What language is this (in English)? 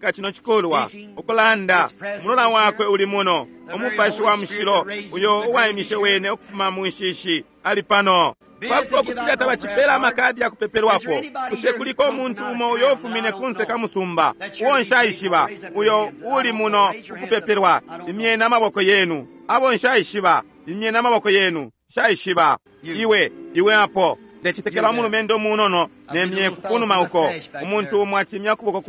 Bemba